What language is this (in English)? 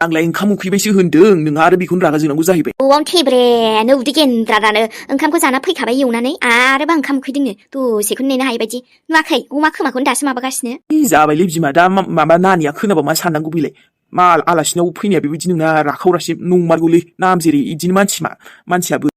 Bodo